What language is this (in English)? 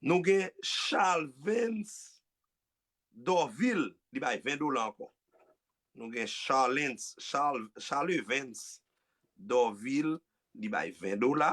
Haitian Creole